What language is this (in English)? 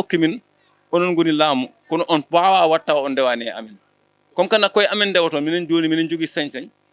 Fula